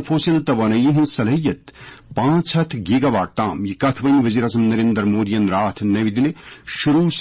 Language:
Kashmiri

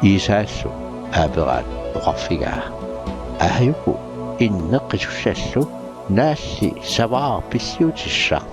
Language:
Kalaallisut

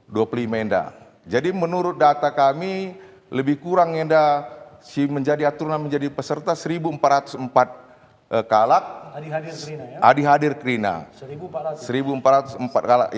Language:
Batak Karo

